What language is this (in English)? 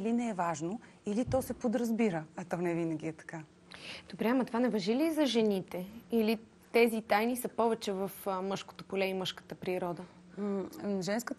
Bulgarian